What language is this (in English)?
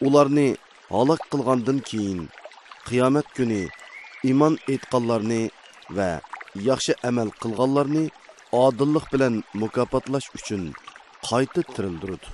Uyghur